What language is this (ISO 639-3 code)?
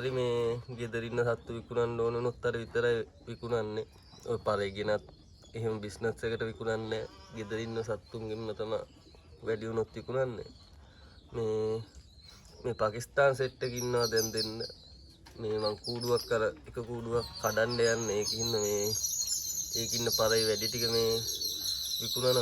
sin